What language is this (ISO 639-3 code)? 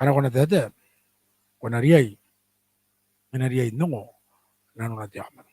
gil